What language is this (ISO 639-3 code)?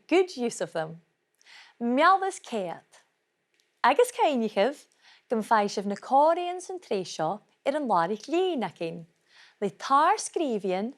gla